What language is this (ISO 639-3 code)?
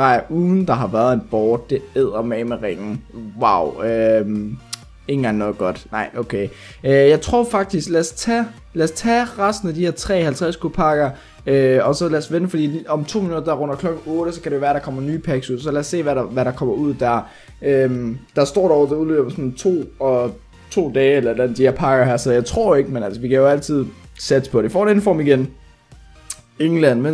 dan